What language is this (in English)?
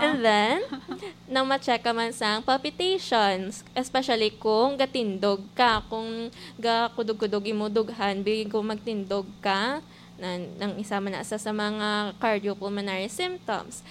Hiligaynon